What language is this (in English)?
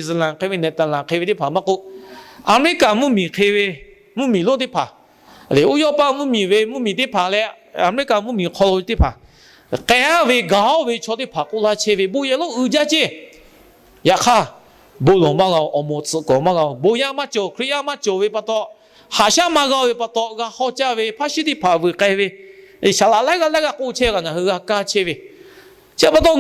Lahu